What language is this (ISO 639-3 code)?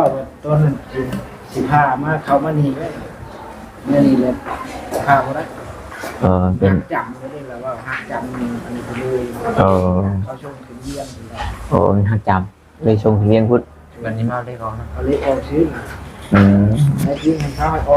tts